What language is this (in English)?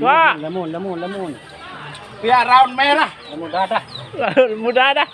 Sasak